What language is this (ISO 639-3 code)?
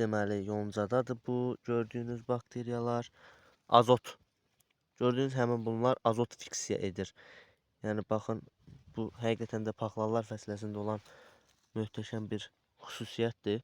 aze